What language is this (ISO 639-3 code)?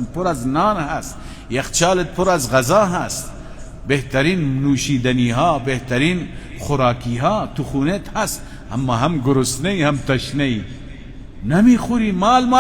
fas